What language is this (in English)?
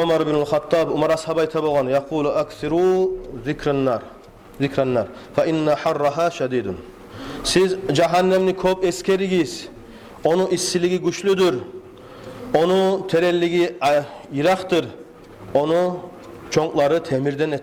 Kumyk